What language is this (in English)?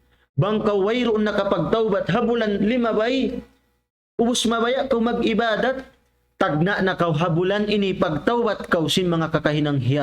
Tausug